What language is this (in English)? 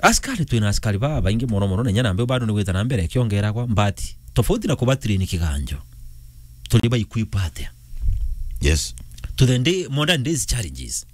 Meru